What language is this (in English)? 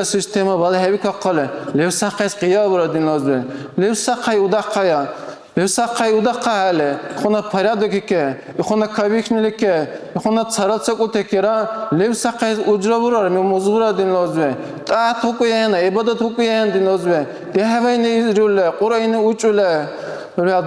Dargwa